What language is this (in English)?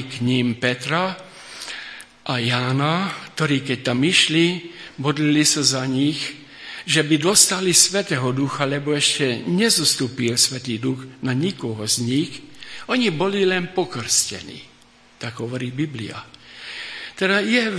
Slovak